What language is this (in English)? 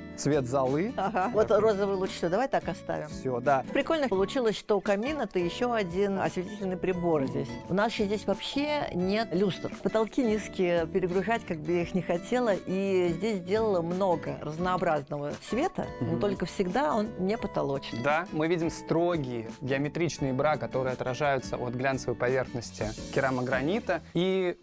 Russian